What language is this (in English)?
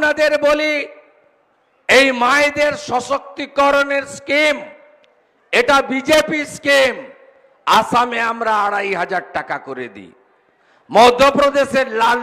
Bangla